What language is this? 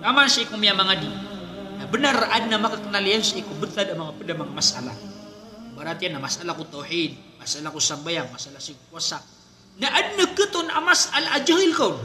Maranao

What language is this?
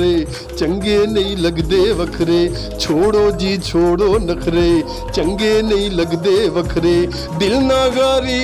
Saraiki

